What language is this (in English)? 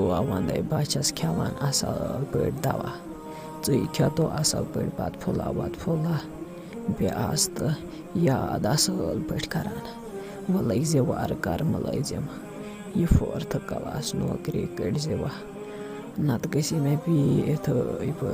Kashmiri